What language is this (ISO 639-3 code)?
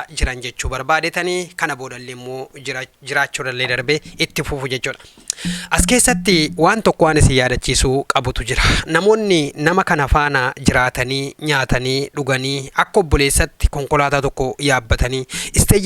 orm